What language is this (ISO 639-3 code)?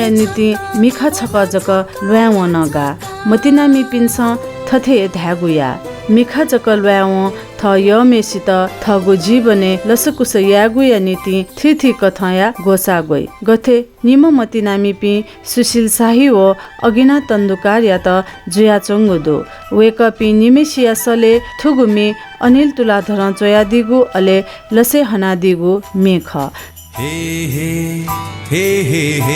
new